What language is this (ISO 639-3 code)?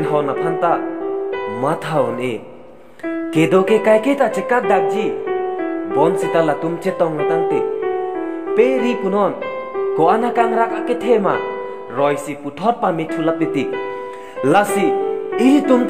mjw